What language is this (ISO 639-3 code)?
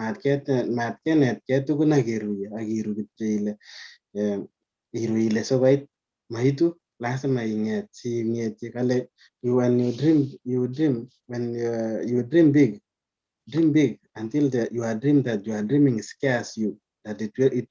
kln